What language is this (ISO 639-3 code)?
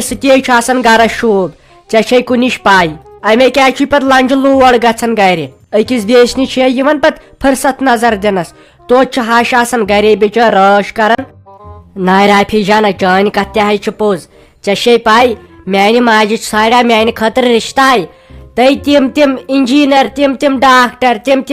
kas